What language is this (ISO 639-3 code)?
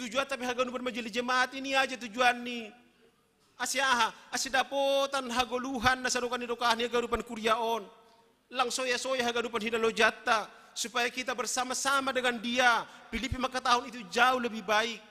bts